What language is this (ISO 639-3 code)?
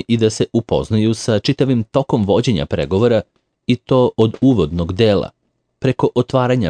srp